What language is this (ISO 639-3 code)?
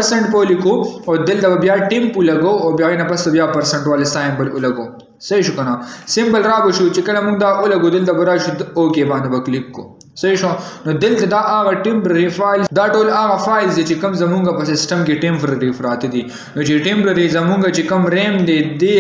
pus